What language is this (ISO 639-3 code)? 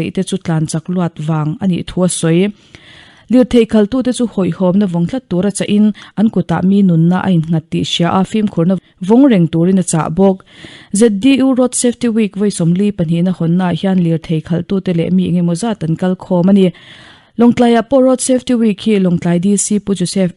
lus